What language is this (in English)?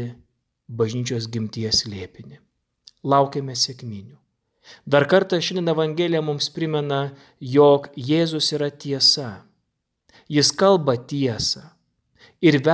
Lithuanian